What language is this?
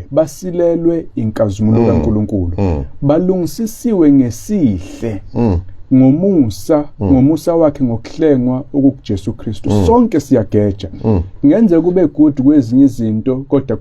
Zulu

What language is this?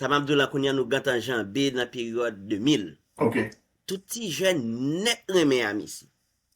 Haitian Creole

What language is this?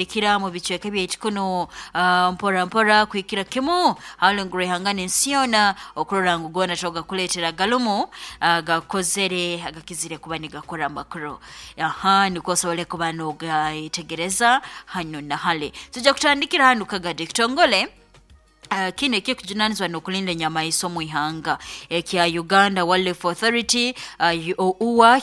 Nyoro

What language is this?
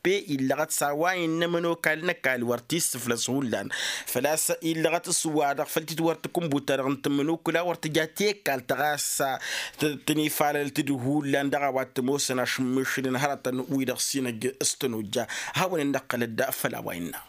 Tamasheq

